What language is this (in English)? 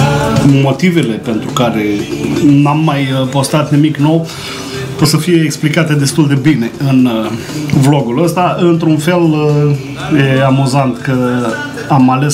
Romanian